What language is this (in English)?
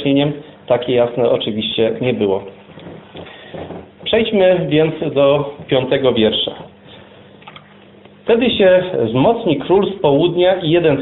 Polish